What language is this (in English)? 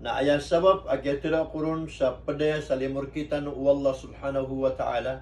Maranao